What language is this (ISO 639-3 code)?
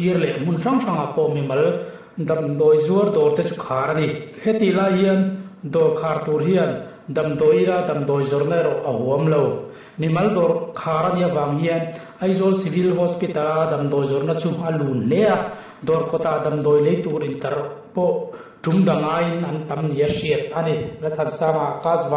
lus